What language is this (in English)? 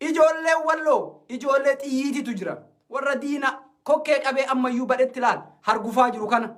Oromo